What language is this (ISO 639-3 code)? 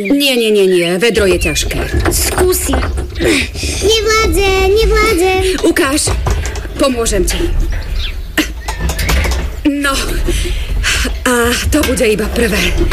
slk